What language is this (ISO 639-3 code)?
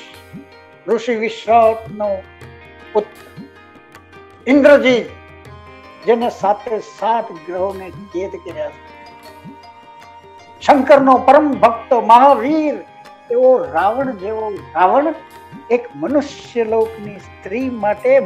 guj